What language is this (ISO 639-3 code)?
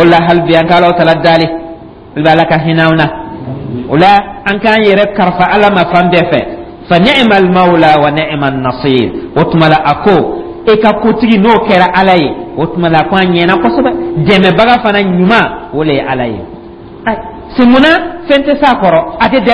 dyu